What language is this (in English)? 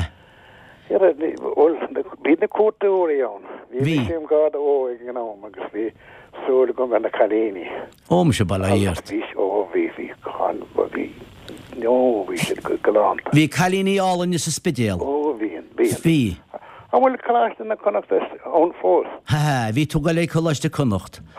Irish